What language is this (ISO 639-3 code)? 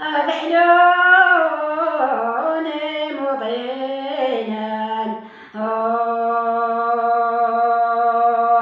kab